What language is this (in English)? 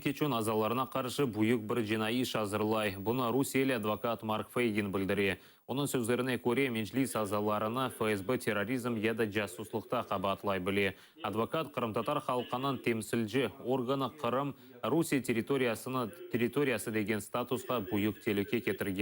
Crimean Tatar